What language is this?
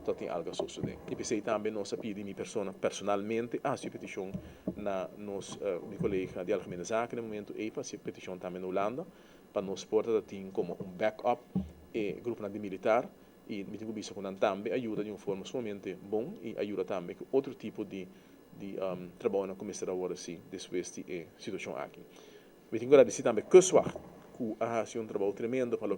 Papiamento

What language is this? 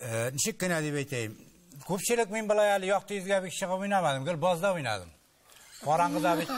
Tatar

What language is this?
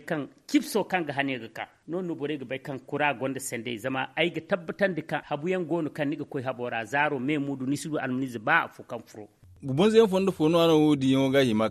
Zarma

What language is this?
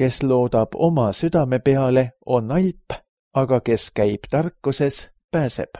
Estonian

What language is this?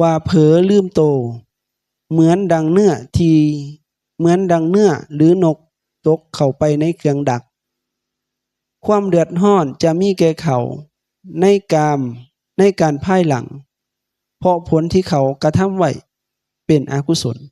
Lao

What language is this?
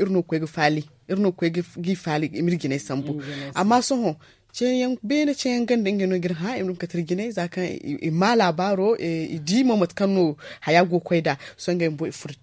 Zarma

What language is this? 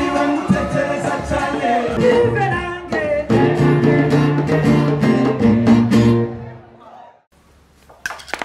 Kinyarwanda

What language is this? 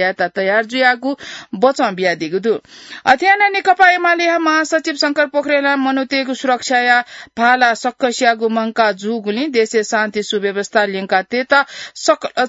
Newari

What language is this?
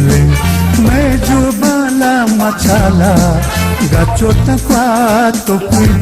Newari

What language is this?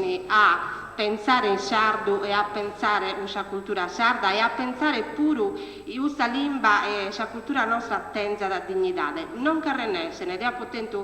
Sardinian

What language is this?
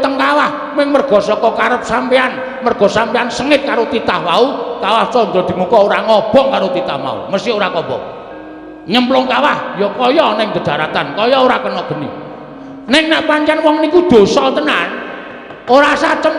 Javanese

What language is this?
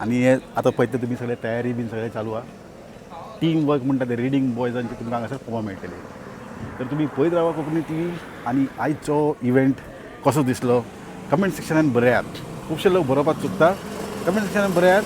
Konkani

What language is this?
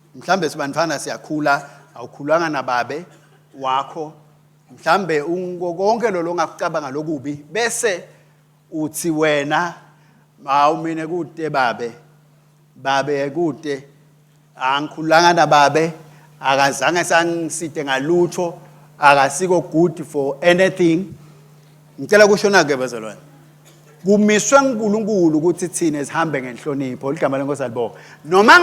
Swati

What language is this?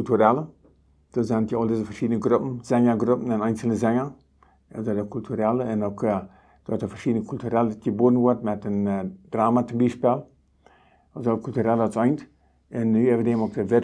Plautdietsch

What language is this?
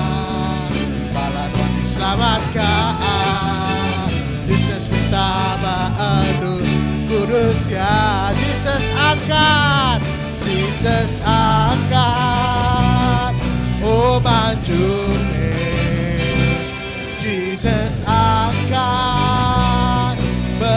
Iban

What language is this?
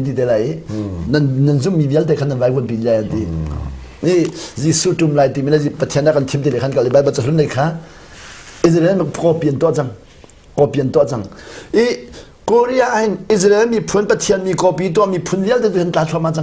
Hakha Chin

